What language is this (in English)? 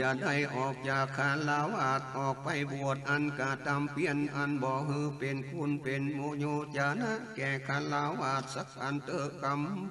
Northern Thai